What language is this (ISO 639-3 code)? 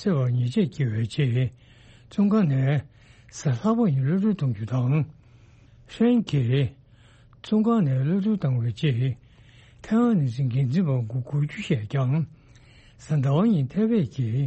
bod